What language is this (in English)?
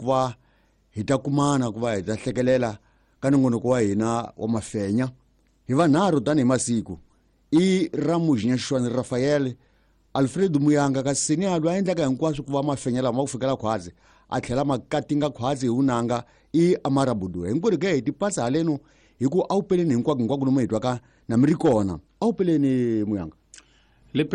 Tsonga